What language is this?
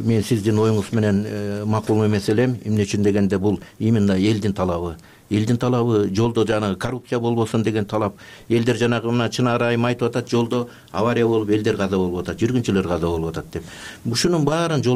Kyrgyz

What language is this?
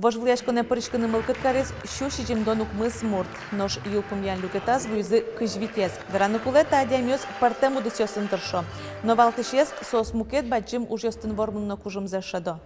Udmurt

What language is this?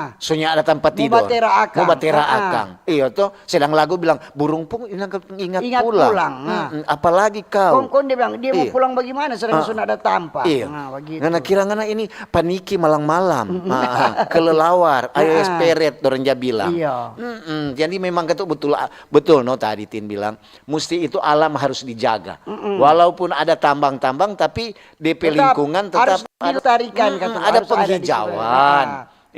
Manado Malay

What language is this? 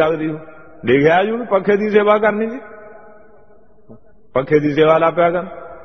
Punjabi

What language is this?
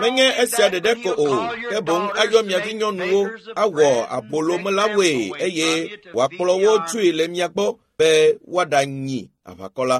Ewe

